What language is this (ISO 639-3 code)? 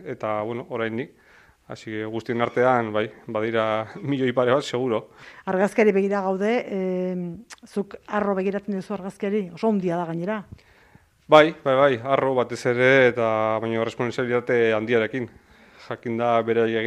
eus